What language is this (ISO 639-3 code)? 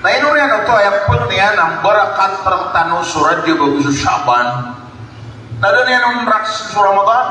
mrw